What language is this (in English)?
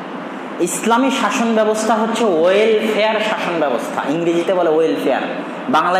Bangla